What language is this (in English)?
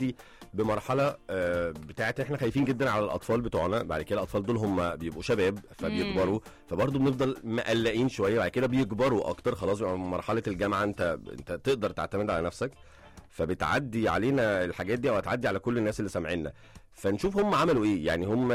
Egyptian Arabic